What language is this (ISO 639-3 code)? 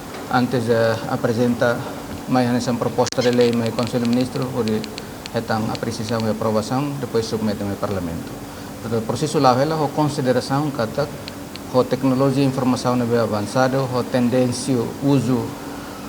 tet